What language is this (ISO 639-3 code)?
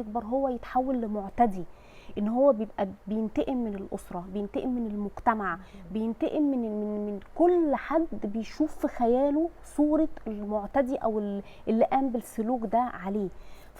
arz